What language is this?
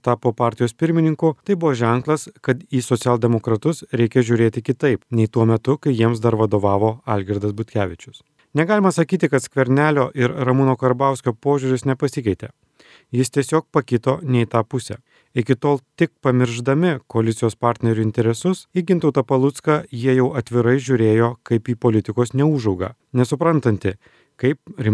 Lithuanian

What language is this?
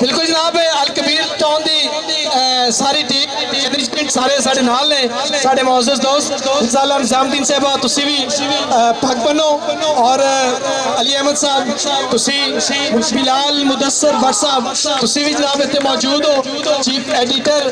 Western Panjabi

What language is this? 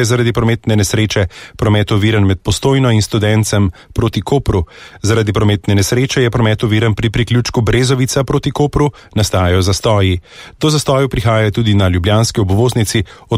Slovenian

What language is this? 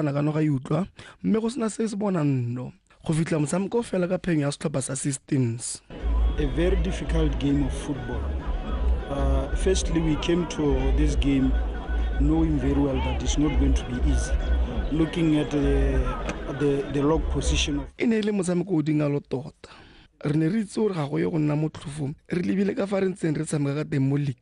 Tswana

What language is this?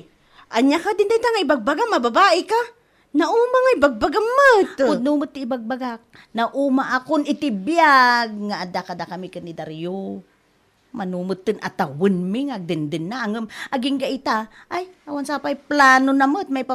Iloko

